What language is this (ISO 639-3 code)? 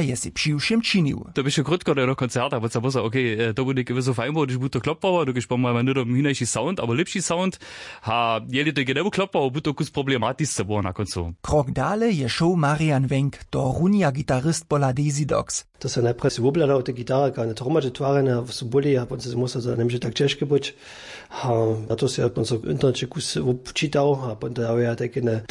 hsb